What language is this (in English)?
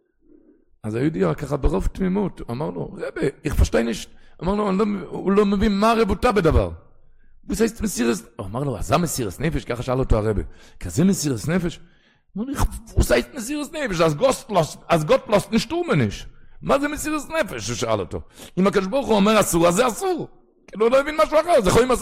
Hebrew